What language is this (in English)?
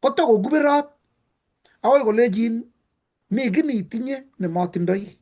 Kalenjin